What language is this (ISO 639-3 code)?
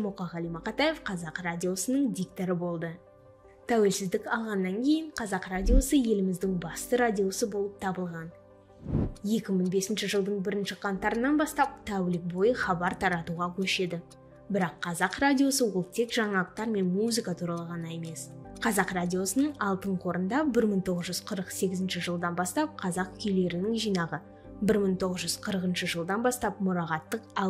kaz